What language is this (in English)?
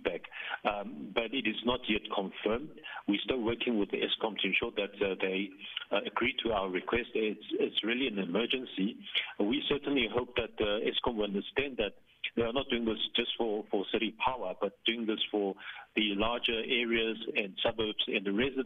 English